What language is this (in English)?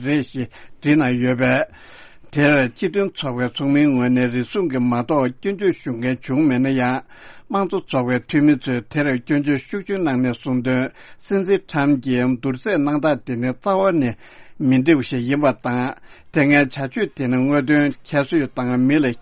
Tibetan